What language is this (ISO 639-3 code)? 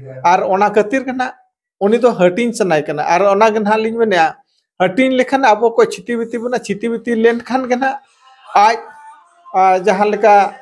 sat